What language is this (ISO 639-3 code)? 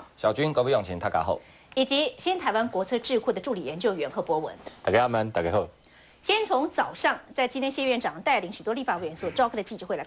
zho